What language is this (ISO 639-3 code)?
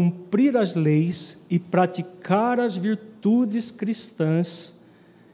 por